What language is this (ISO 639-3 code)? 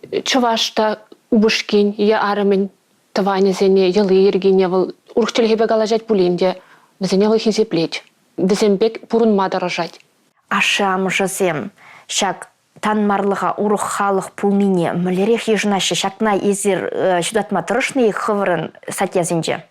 chv